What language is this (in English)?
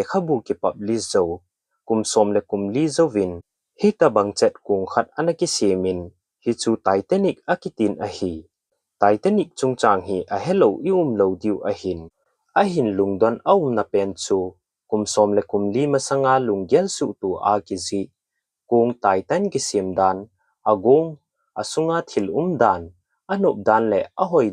Thado Chin